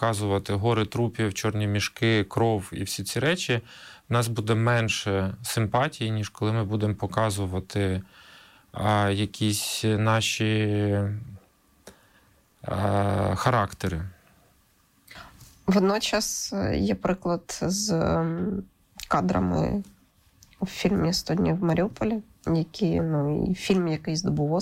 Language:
Ukrainian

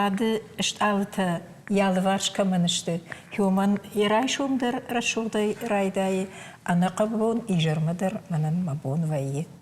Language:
Ossetic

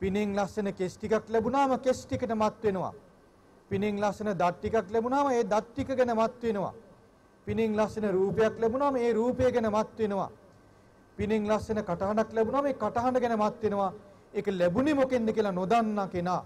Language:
Sinhala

